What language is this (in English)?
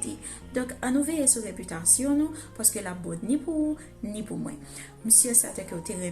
Haitian Creole